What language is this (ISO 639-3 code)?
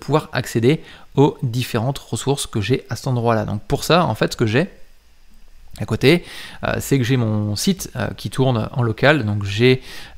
fra